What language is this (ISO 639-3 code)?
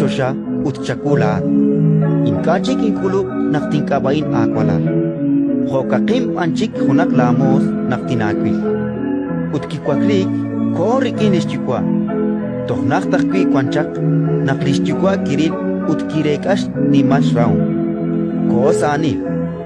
kek